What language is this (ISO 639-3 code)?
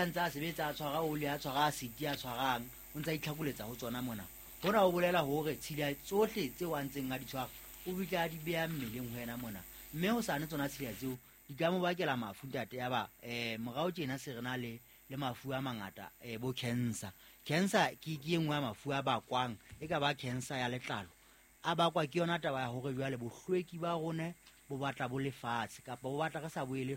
sot